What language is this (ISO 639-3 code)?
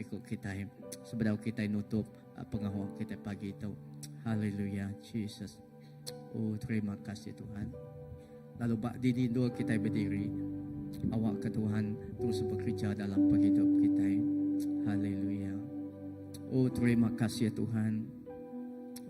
iba